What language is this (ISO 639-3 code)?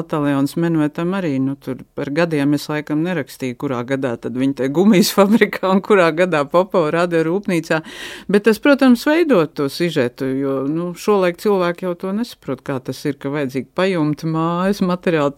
lav